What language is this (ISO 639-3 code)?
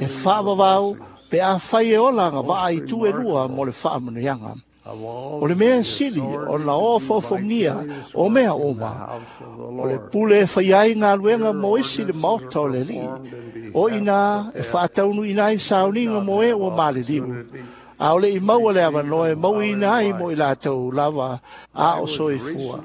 smo